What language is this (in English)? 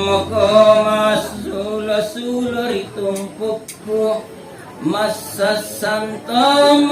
Makasar